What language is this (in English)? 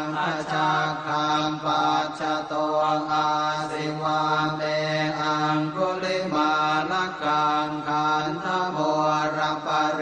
Pali